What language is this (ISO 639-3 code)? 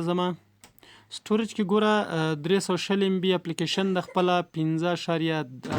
pus